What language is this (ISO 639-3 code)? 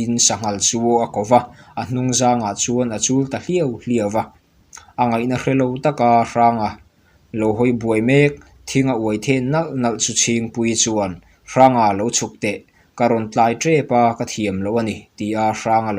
lus